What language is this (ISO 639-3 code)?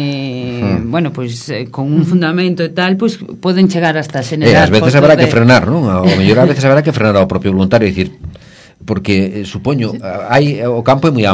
glg